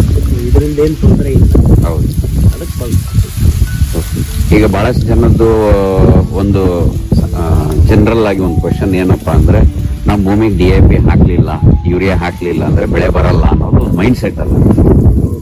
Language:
Kannada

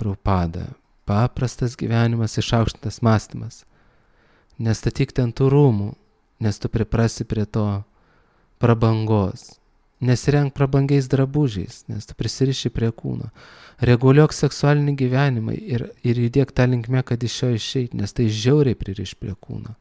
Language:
Lithuanian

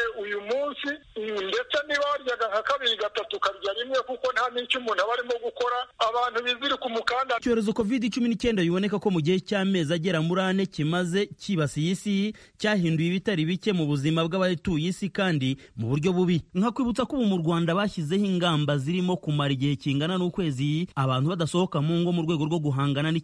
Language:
Kinyarwanda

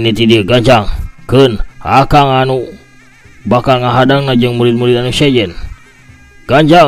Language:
Sundanese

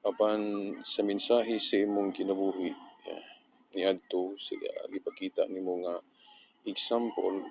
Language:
Cebuano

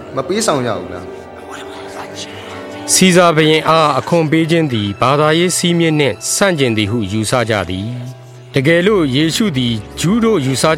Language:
Burmese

